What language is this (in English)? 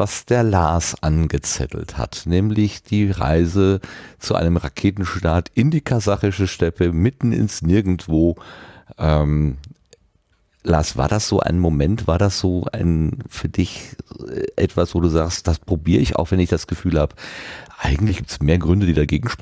German